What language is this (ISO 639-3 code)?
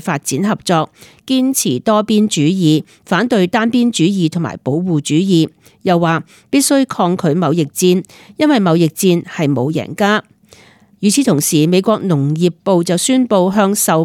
yue